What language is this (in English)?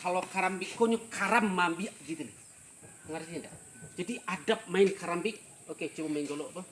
Minangkabau